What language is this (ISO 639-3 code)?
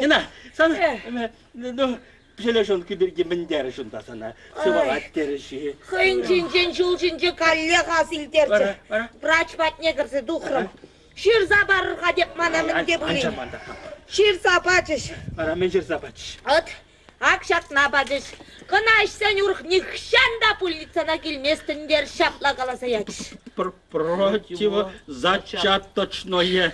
chv